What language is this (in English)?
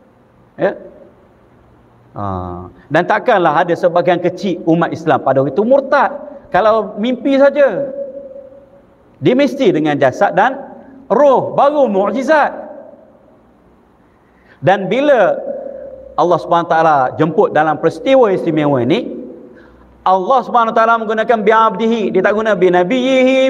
Malay